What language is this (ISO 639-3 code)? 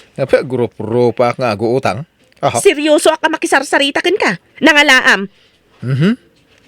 ilo